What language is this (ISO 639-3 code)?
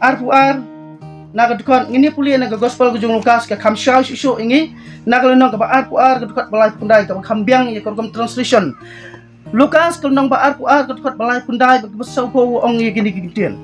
kha